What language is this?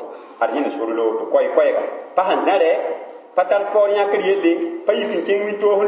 Mossi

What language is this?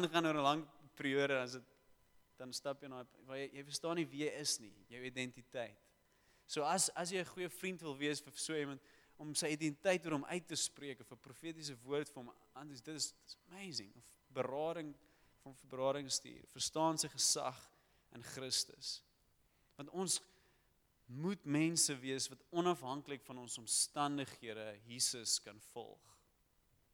Afrikaans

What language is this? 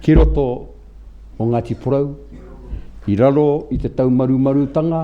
Māori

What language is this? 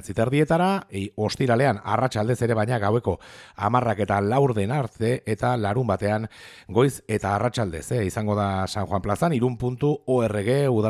Basque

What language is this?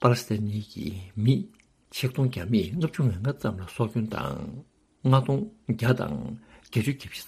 Tibetan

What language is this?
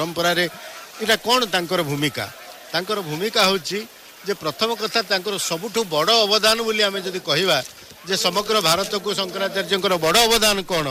Odia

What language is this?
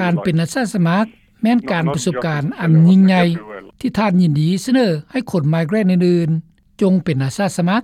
Lao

